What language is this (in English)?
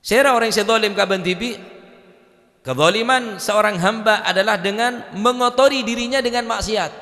Madurese